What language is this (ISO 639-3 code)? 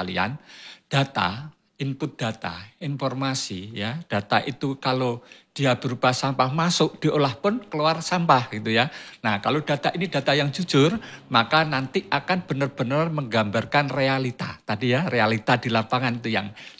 ind